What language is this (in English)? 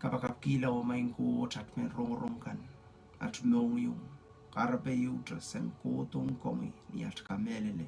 Pohnpeian